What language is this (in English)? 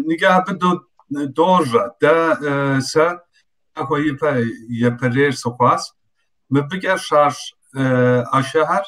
Kabardian